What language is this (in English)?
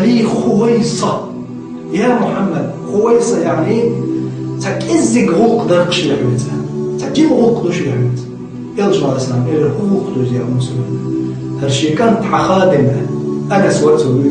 Chechen